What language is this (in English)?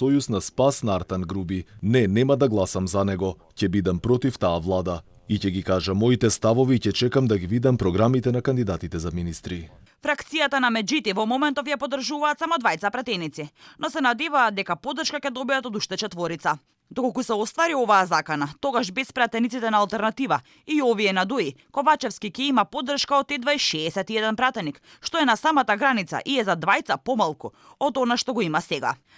Macedonian